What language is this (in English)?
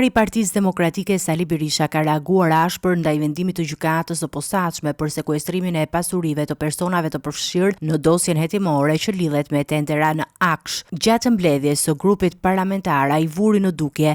Albanian